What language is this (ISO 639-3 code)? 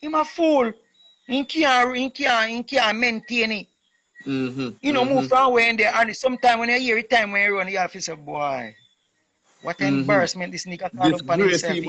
jam